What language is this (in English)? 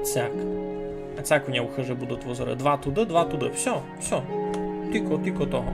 Rusyn